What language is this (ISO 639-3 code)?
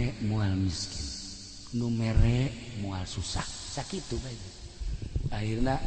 sun